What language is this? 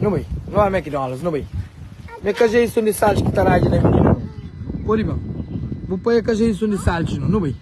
Kabuverdianu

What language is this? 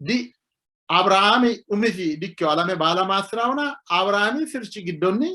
Sidamo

